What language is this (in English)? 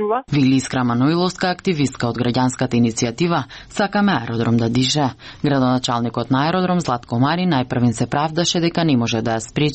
Macedonian